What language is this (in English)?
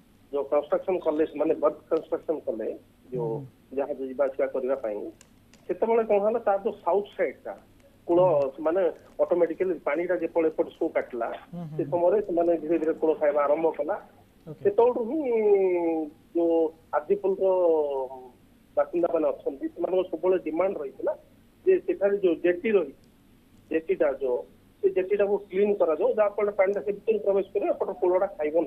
Odia